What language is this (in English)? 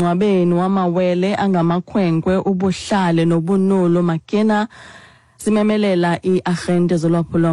Xhosa